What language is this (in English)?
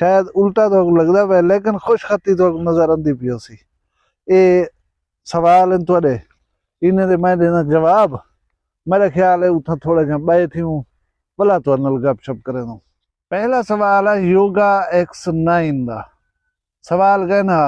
Saraiki